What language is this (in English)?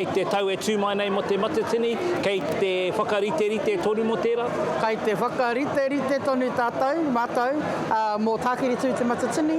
Māori